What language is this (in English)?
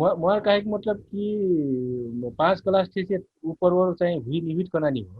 Dangaura Tharu